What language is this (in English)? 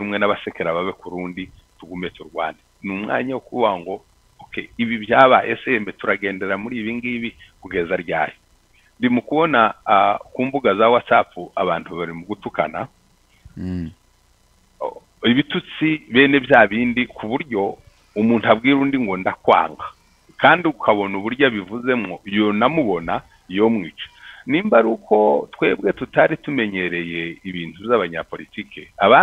Kinyarwanda